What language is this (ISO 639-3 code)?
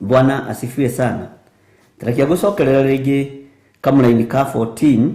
kik